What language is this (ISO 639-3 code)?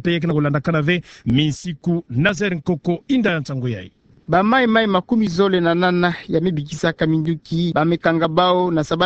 ktu